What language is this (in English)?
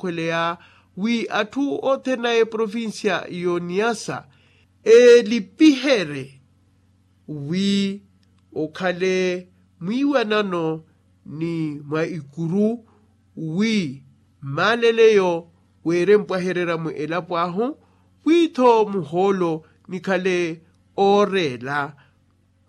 Makhuwa